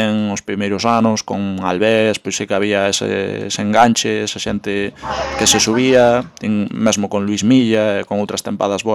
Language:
Galician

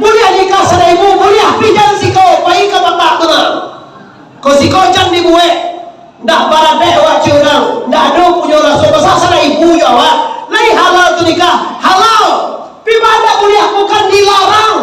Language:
Minangkabau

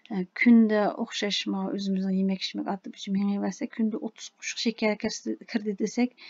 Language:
Uyghur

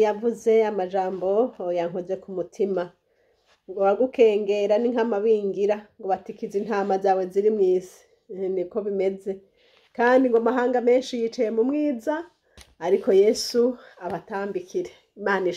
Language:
Rundi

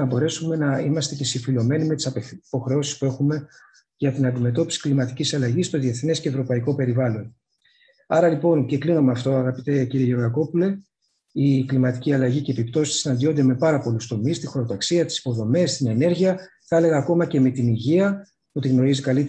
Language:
Greek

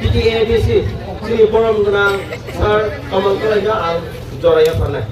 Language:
Kok Borok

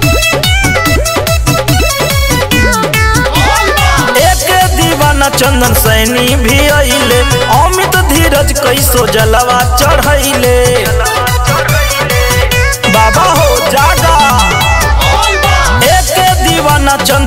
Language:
Bhojpuri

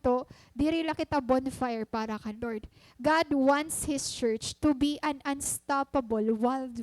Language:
Waray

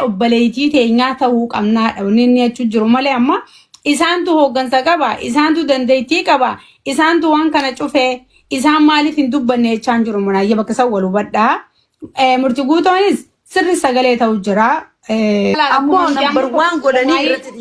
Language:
Oromo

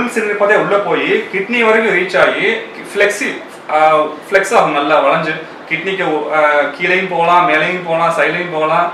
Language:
Tamil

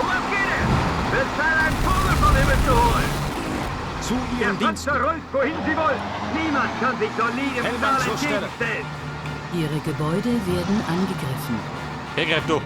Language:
Bavarian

